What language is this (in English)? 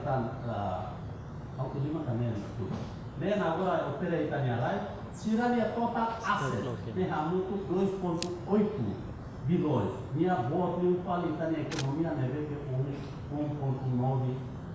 Tetum